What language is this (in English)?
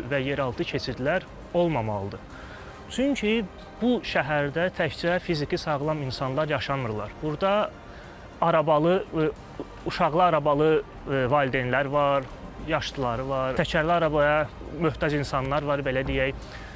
Azerbaijani